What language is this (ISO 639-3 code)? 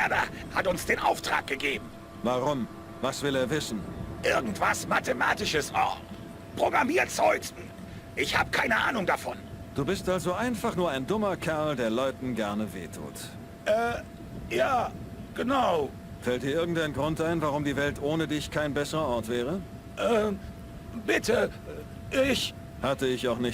bar